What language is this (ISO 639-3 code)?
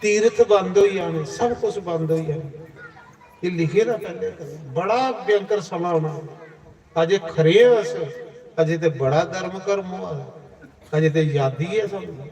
doi